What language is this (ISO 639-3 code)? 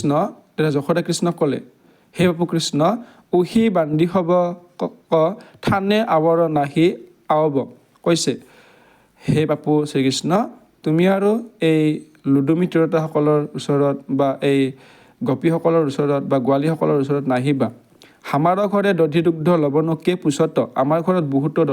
asm